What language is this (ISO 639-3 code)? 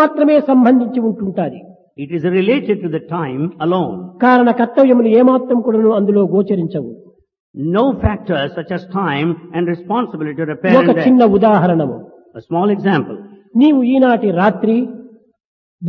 tel